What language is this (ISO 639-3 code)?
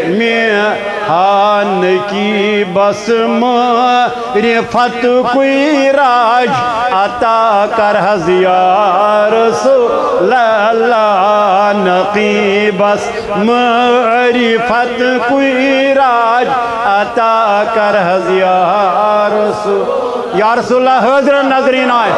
kas